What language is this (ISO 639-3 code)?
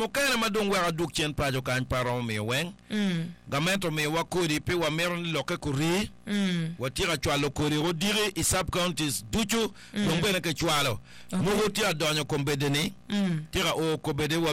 ach